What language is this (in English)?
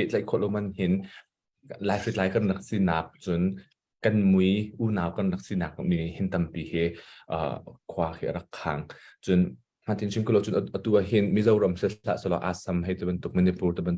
Hakha Chin